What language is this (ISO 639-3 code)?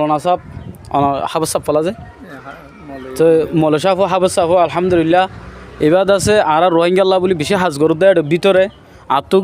rhg